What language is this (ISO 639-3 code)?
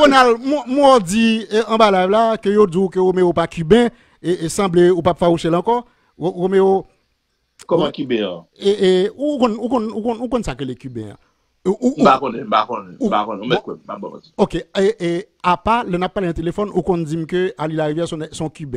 hat